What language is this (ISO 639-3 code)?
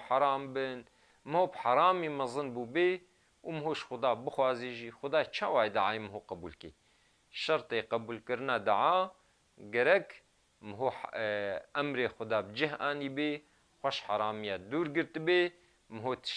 kur